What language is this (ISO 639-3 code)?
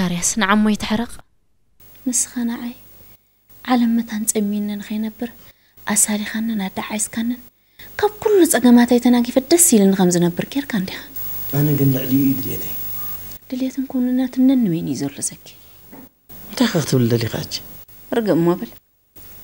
tir